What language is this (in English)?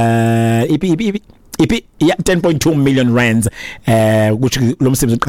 Xhosa